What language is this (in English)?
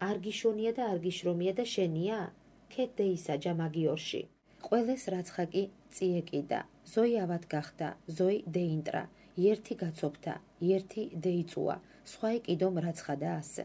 Georgian